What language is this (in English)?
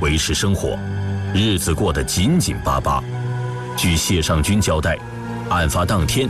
Chinese